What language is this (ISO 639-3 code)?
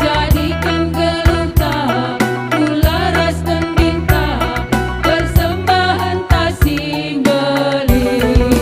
btx